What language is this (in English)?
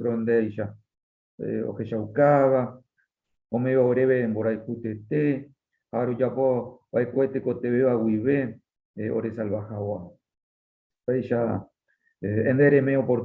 Guarani